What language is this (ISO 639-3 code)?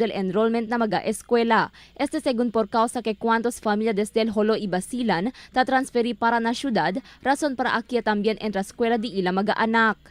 cbk